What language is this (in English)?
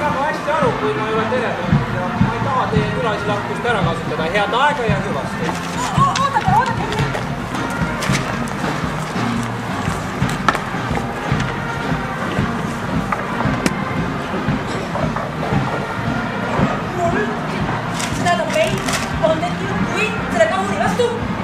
Estonian